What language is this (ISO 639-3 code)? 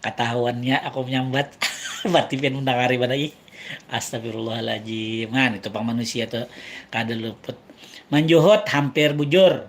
bjn